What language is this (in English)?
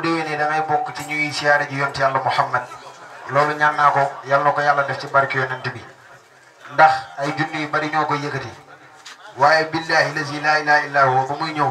Wolof